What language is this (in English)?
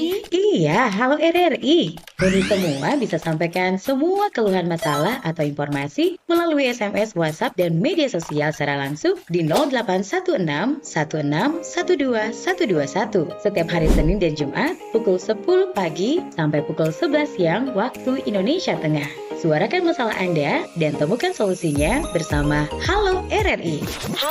Manado Malay